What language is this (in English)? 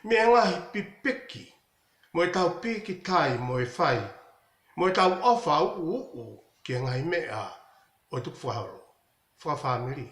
Tongan